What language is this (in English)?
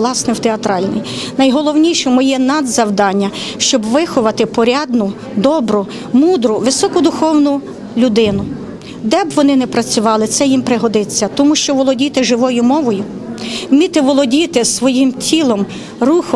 Ukrainian